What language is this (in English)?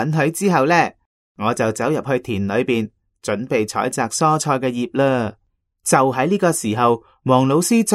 Cantonese